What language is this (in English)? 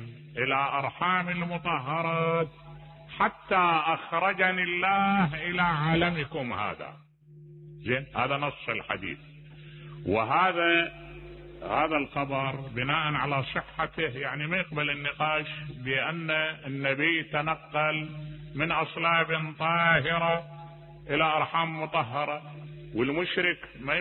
Mesopotamian Arabic